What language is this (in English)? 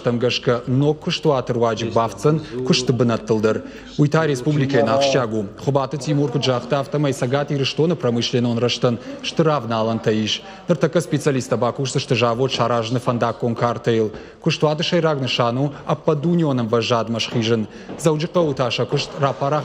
Ossetic